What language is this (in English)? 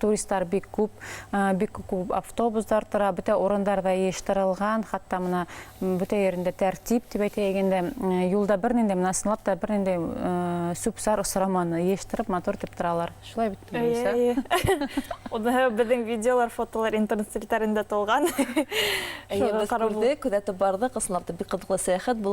Bashkir